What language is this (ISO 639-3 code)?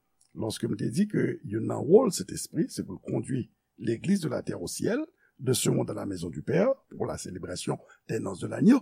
hat